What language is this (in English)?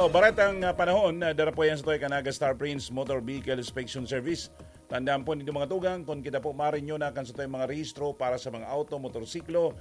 Bikol